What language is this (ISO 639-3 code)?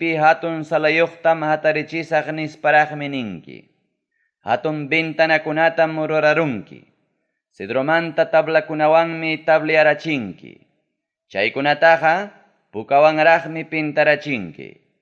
quy